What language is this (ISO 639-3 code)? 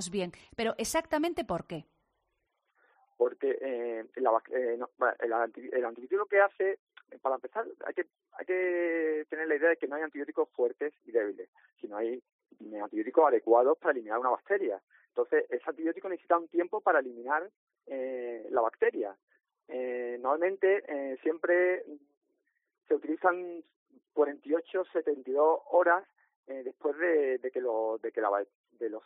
spa